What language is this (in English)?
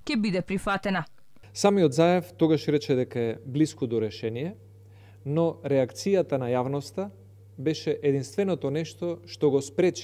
Macedonian